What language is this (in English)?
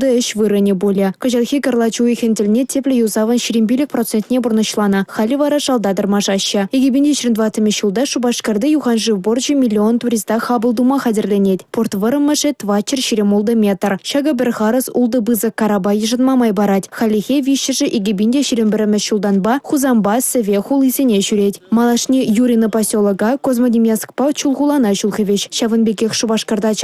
Chuvash